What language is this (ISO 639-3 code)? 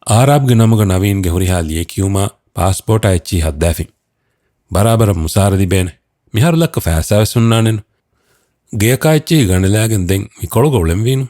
div